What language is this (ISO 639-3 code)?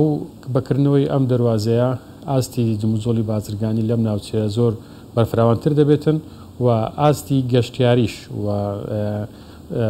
ckb